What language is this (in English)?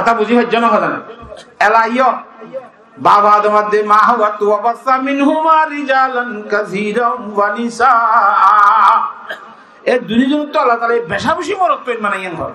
Rohingya